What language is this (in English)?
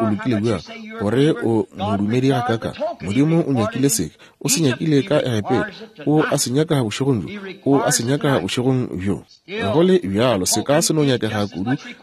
Northern Sotho